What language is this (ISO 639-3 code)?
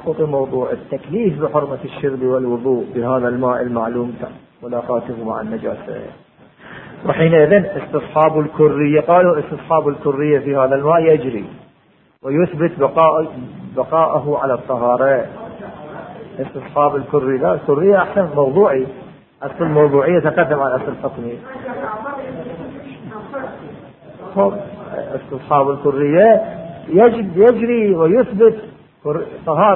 ara